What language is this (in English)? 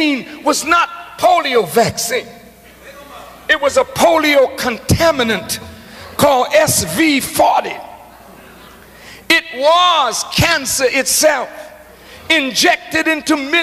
English